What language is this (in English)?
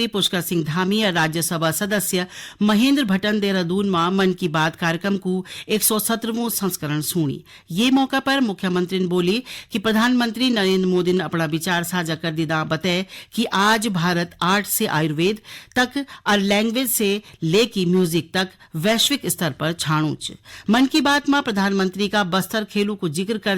Garhwali